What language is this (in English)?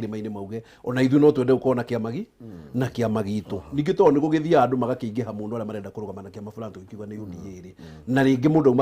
Kikuyu